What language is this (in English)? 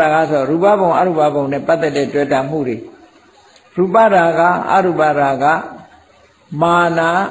Burmese